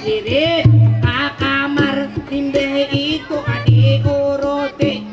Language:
Banjar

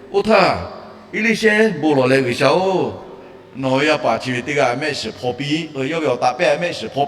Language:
Lahu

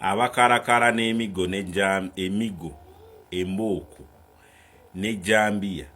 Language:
Ganda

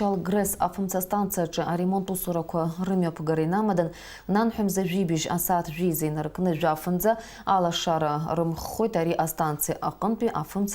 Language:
Abkhazian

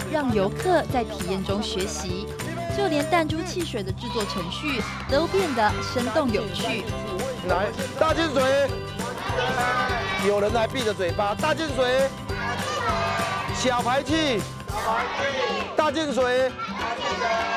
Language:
Chinese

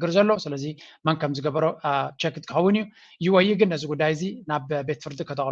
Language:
Tigrinya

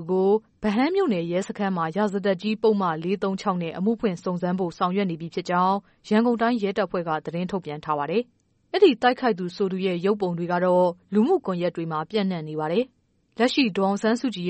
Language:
Burmese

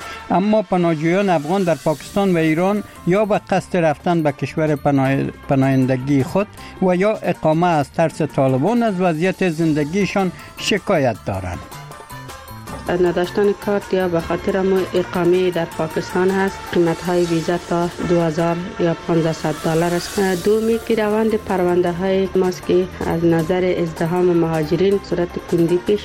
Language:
Persian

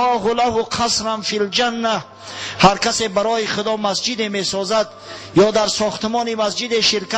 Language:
Tajik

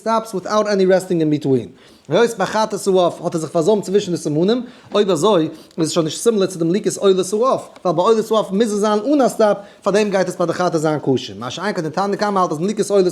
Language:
Yiddish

